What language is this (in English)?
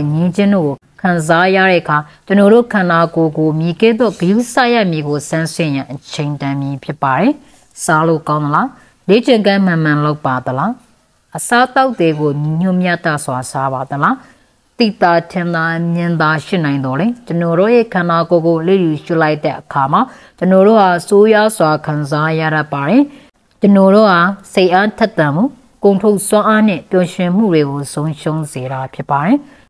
Burmese